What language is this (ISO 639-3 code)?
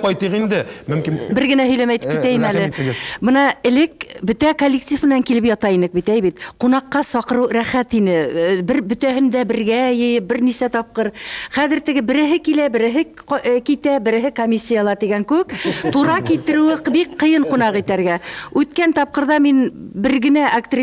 tat